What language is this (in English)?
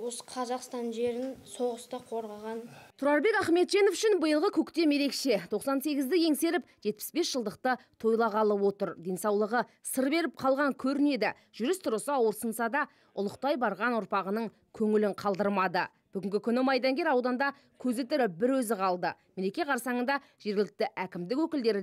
Kazakh